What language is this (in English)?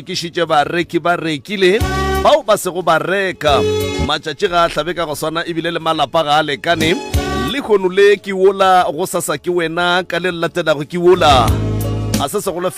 Northern Sotho